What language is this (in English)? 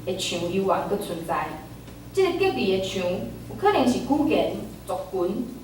Min Nan Chinese